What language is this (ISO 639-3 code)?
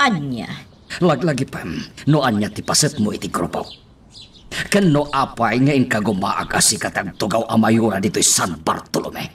ilo